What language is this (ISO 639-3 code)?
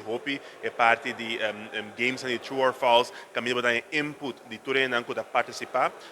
pap